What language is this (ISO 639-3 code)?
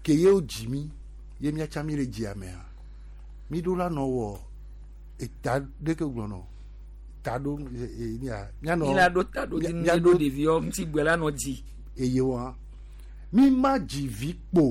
gej